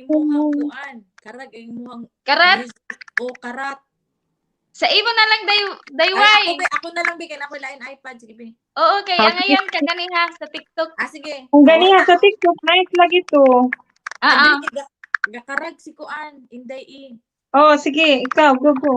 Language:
Cebuano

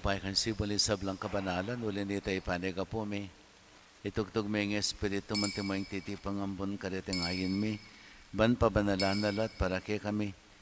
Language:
Pampanga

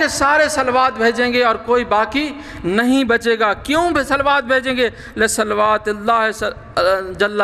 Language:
Urdu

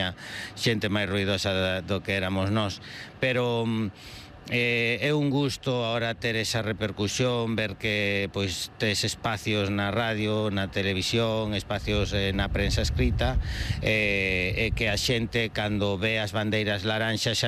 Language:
Galician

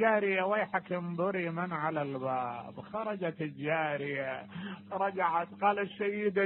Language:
Mesopotamian Arabic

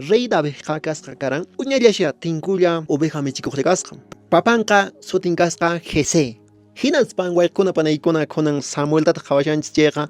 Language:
Quechua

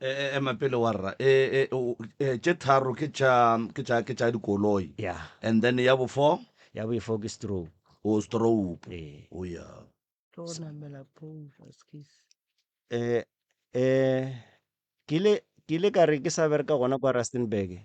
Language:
Northern Sotho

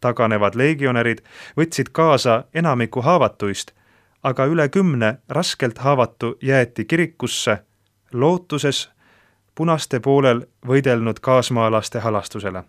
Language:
Estonian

